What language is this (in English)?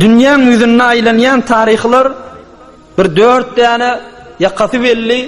Turkmen